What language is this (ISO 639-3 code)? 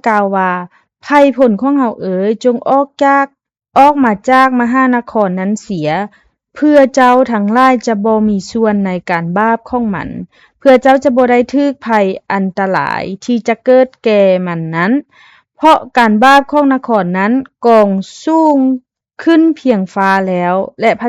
lao